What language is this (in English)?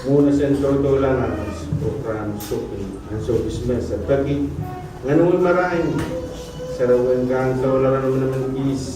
Pohnpeian